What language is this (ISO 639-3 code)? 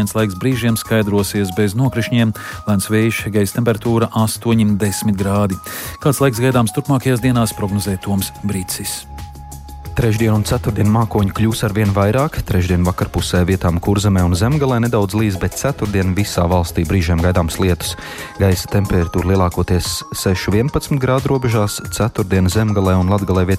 lav